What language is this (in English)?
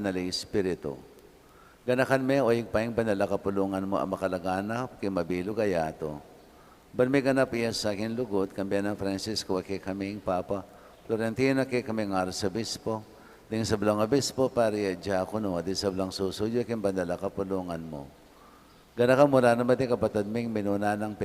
Pampanga